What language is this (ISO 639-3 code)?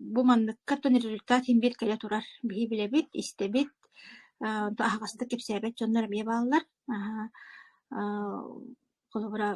sah